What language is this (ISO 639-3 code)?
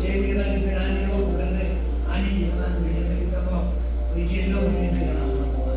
mah